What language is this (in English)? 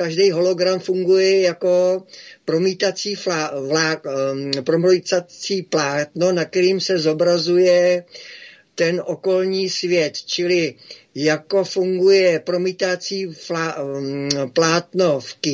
Czech